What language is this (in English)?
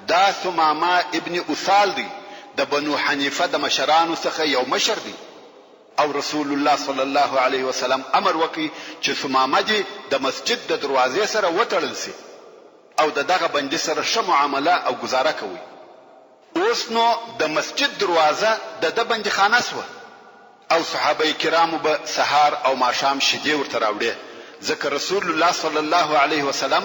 Pashto